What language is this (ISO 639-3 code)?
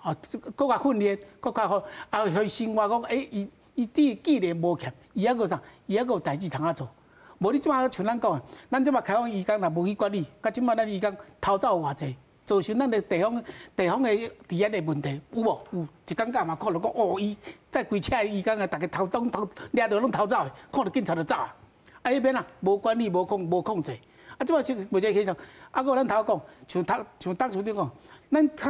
nan